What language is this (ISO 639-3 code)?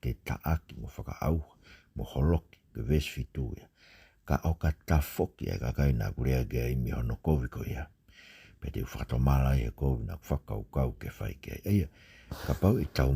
ton